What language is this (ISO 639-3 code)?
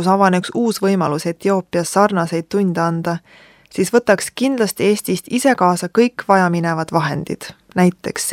est